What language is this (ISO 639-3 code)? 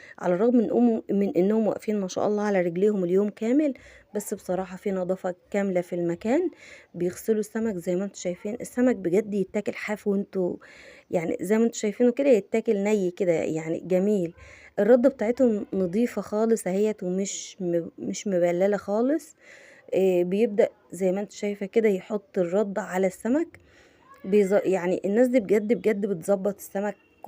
arz